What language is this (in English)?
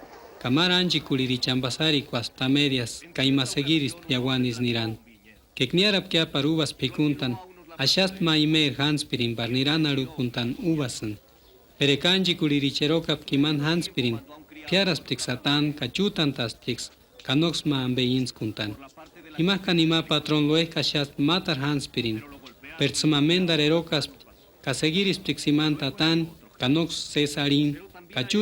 Purepecha